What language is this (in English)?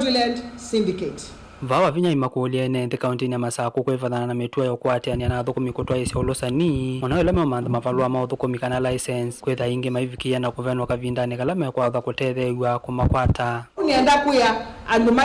Kamba